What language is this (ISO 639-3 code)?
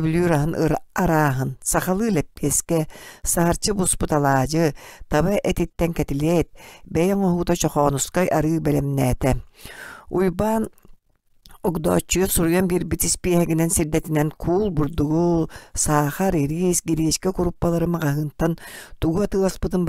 sah